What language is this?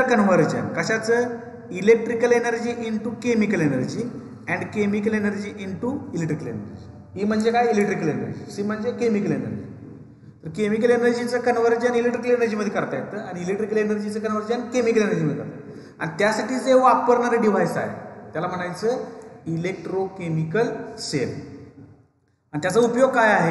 Marathi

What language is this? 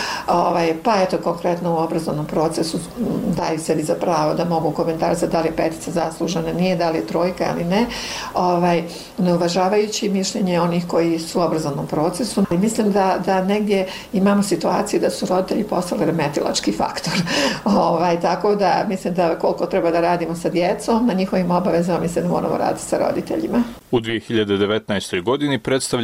Bosnian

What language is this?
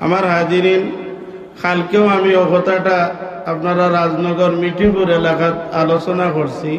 Sylheti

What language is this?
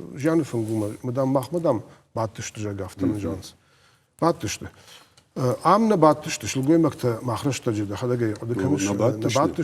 Ossetic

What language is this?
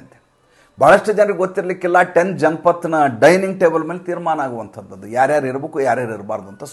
Kannada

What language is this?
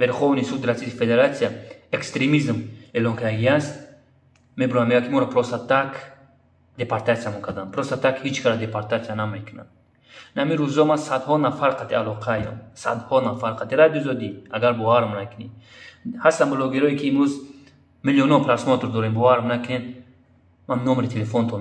Tajik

